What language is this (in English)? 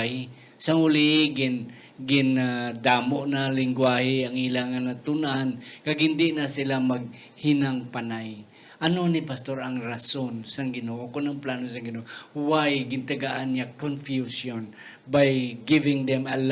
Hiligaynon